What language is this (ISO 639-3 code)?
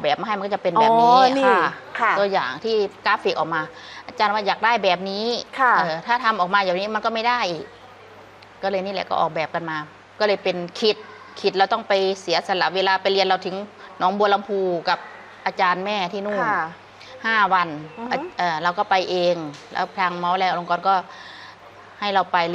tha